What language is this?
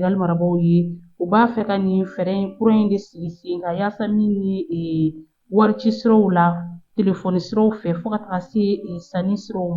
Bambara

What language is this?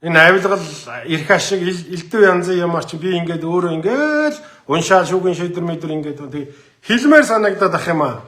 Mongolian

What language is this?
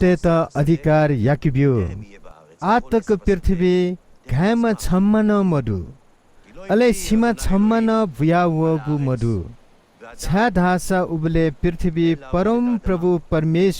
Newari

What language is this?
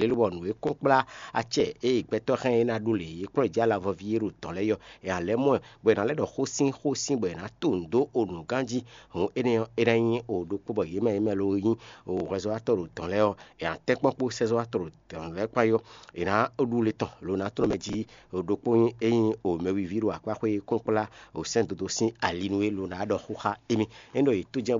Fon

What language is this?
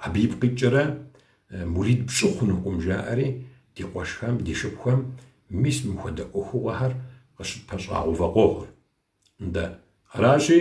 Kabardian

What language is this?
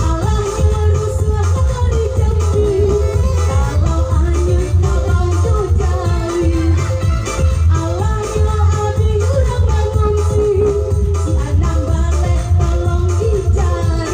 Minangkabau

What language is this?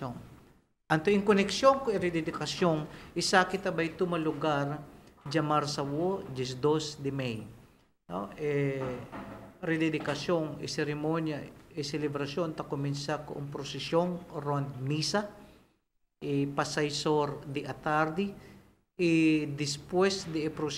Papiamento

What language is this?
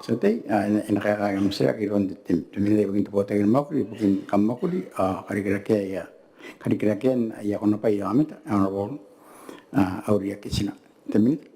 Gilbertese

